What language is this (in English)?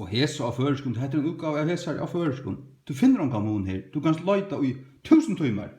Faroese